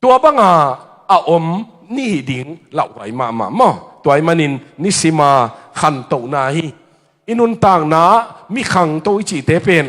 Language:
Tedim Chin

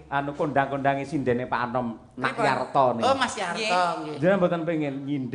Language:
Javanese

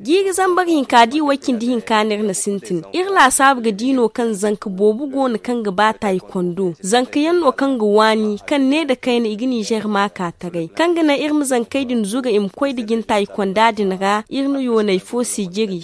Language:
Zarma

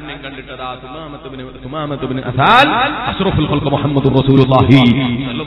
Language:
Malayalam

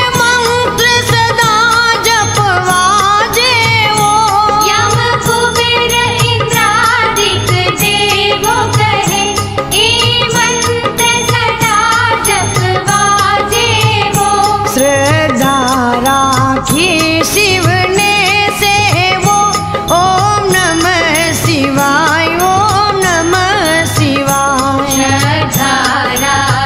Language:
Gujarati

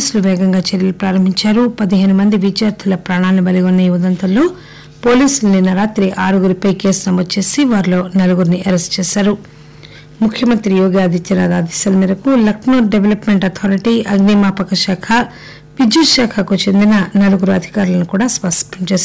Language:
Telugu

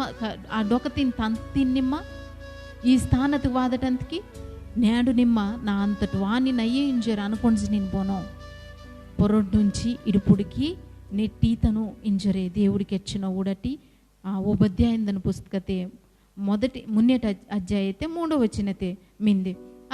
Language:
Koya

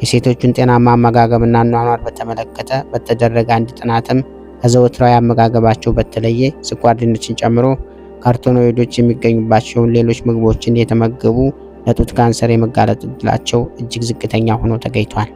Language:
Amharic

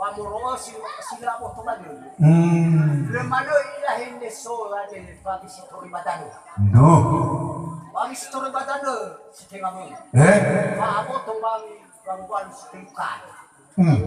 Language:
Nias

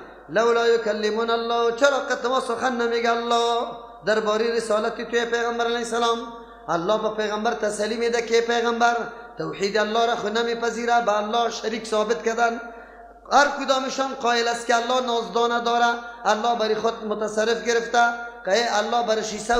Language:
Persian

